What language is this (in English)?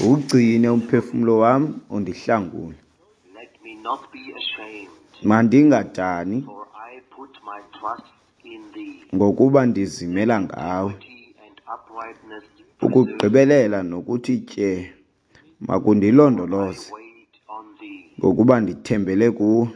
Xhosa